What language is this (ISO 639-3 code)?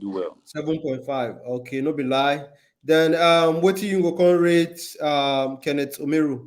pcm